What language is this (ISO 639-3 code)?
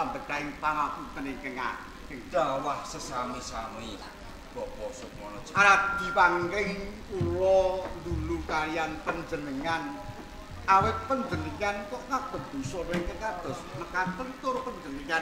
jav